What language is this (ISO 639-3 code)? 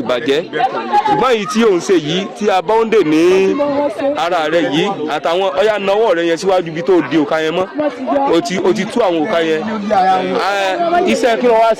yor